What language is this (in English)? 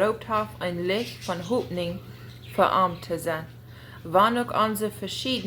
Plautdietsch